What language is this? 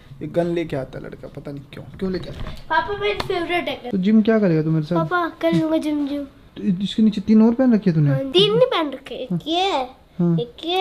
Hindi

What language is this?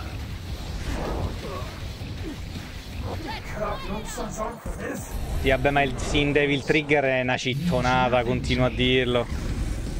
Italian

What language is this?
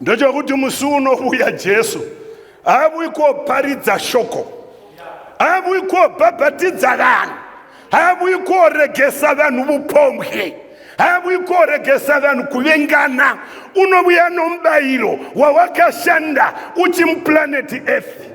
Shona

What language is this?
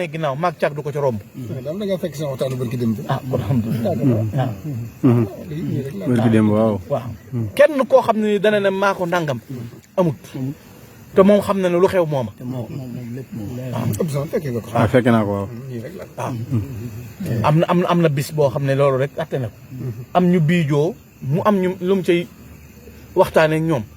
Wolof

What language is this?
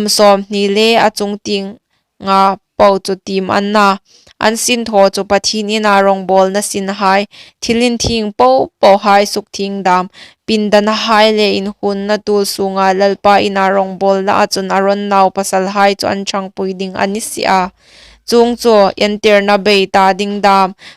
Hmar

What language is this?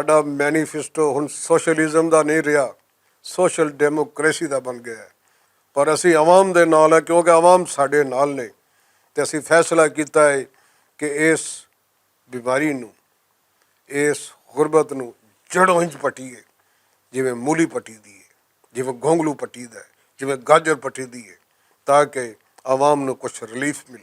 Western Panjabi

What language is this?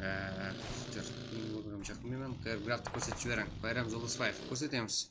Kara-Kalpak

